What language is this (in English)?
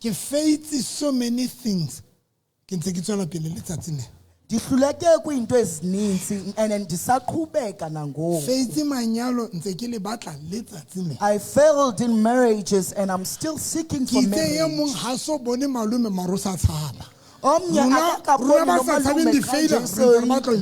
Southern Sotho